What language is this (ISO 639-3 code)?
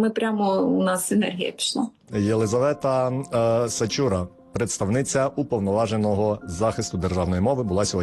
ukr